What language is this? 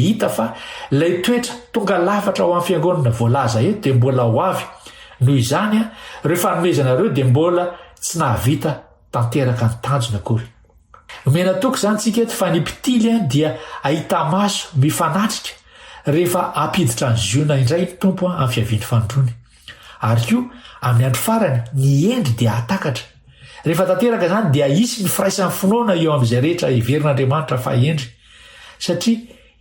Malagasy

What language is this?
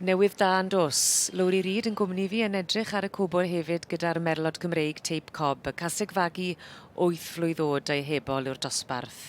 Welsh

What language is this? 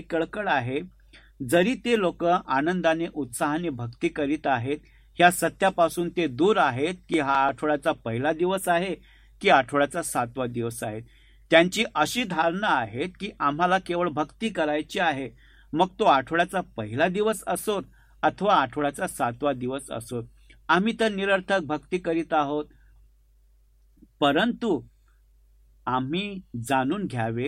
Marathi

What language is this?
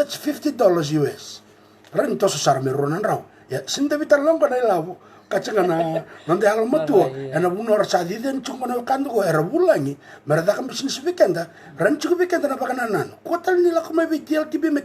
Fijian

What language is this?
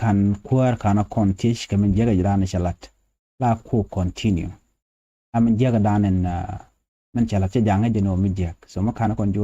Nuer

